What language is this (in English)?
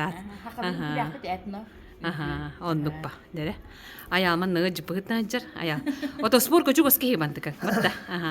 Yakut